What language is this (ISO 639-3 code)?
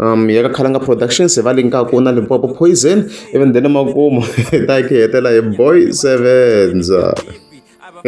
tso